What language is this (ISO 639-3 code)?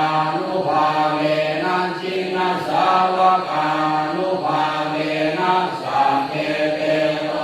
pli